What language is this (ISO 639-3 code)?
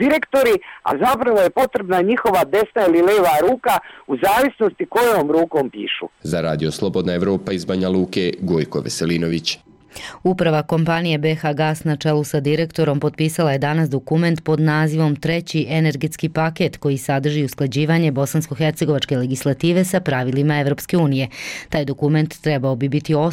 hrv